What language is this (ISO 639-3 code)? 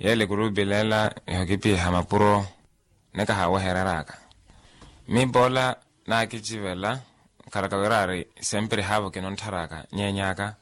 vmw